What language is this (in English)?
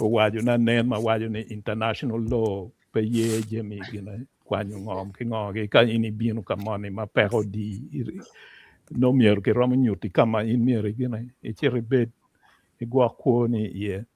Acoli